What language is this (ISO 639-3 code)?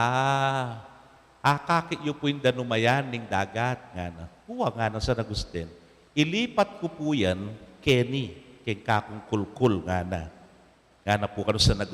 pam